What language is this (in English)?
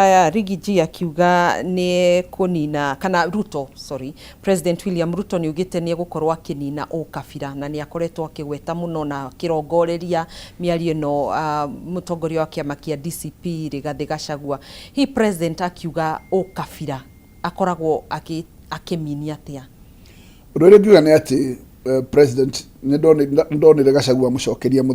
Kikuyu